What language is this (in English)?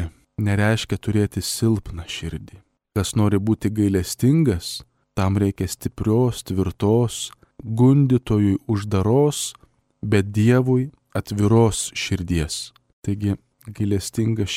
Lithuanian